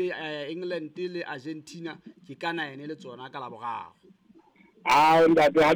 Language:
Southern Sotho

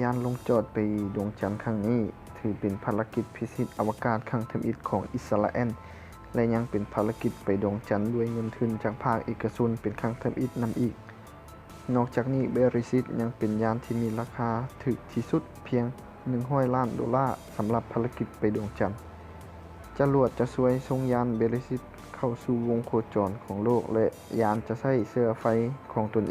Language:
Lao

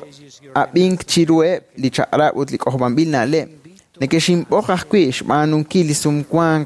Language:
Kekchí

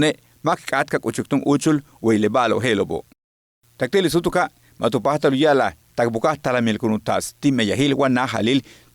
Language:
Yucateco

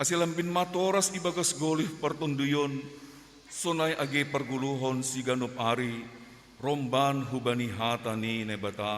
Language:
Batak Simalungun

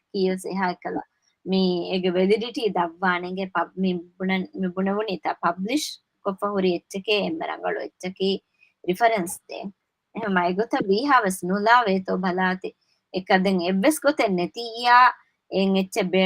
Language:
Divehi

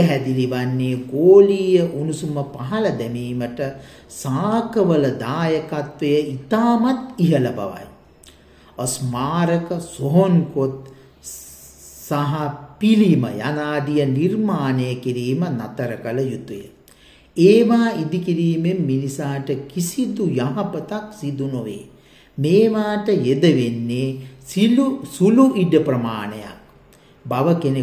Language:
Sinhala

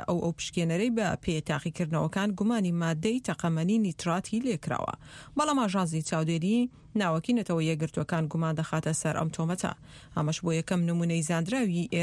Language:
Central Kurdish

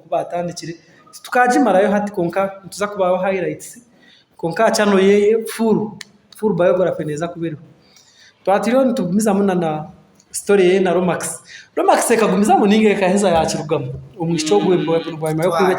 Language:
Nyankole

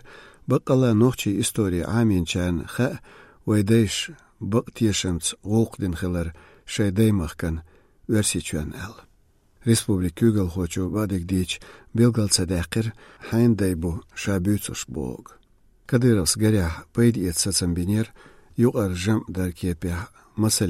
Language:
Chechen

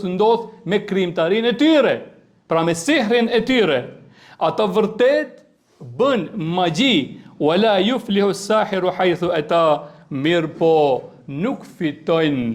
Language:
Albanian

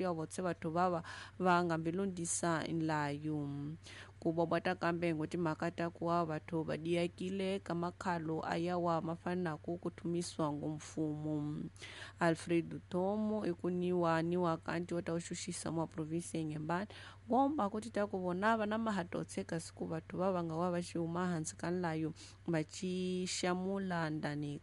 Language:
Tsonga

